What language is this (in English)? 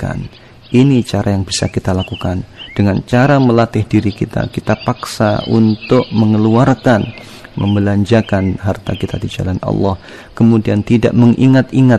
Indonesian